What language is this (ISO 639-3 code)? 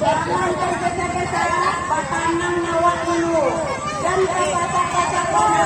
min